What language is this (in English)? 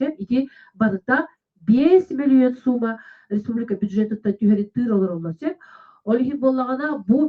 Yakut